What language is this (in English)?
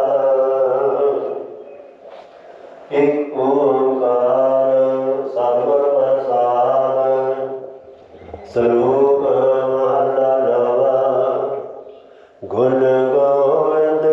Punjabi